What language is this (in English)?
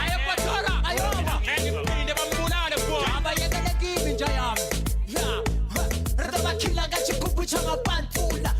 Venda